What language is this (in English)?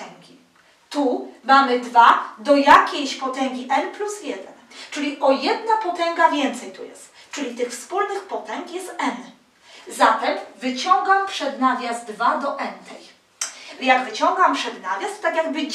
Polish